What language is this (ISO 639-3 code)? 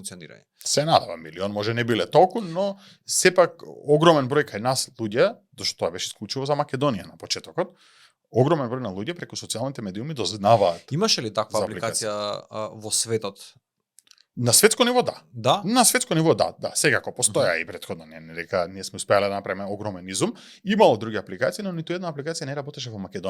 mkd